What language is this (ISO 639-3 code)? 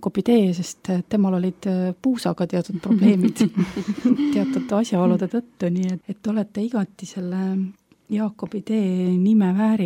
est